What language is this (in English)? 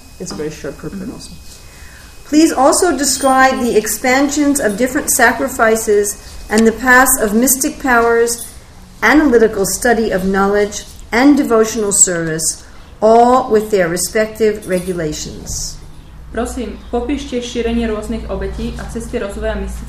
Slovak